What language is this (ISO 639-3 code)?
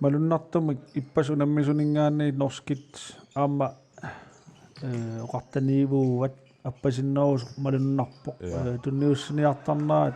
kal